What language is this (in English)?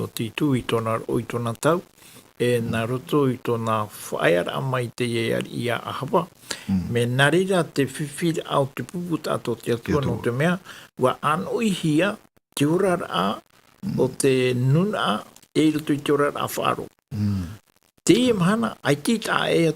Tahitian